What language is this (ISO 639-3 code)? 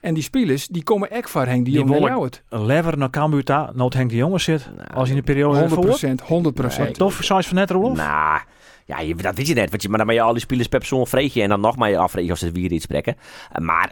fry